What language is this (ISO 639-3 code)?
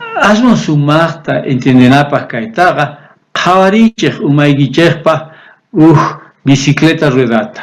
quh